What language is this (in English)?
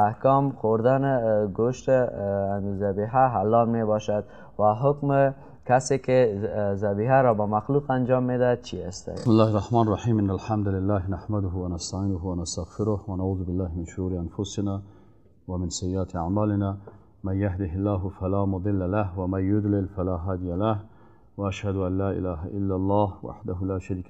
Persian